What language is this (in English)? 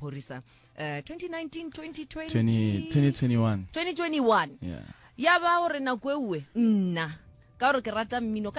Northern Sotho